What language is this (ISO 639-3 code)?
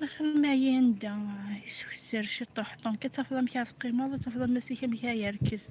kab